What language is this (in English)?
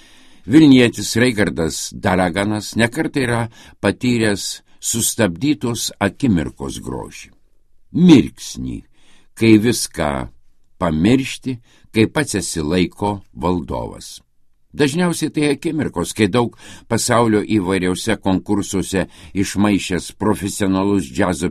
Lithuanian